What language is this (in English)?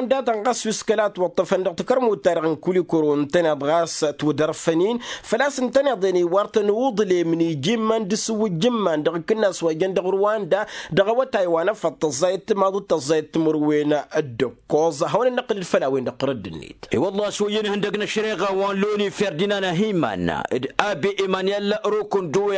Tamasheq